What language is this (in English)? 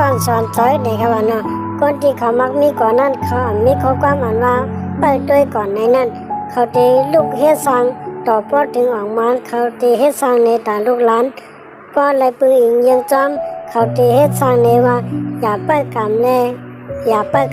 Shan